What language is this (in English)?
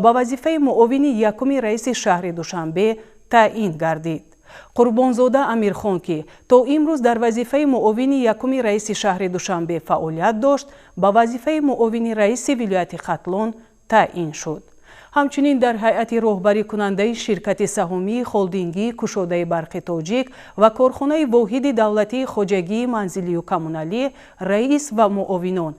Tajik